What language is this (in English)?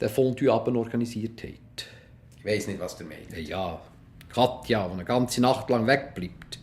Swiss German